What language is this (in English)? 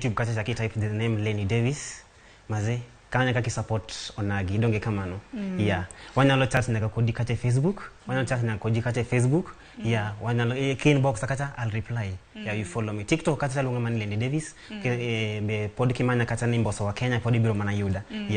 Luo (Kenya and Tanzania)